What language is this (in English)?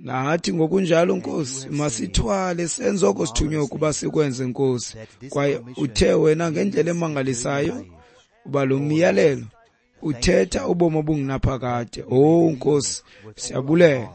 Xhosa